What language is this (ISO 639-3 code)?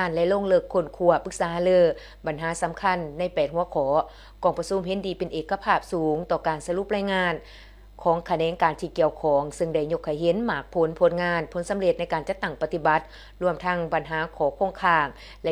lao